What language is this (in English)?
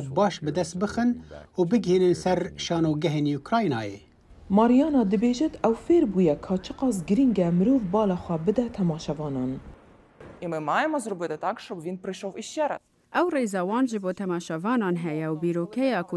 Kurdish